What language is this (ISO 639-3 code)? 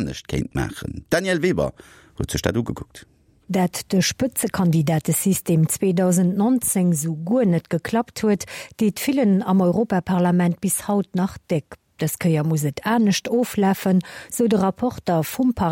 ltz